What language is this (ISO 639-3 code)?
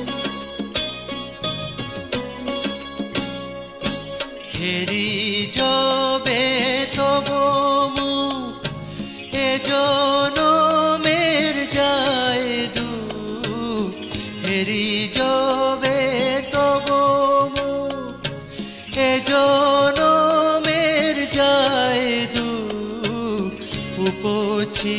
ben